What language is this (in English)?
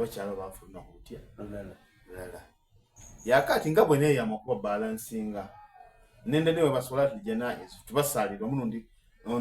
Soga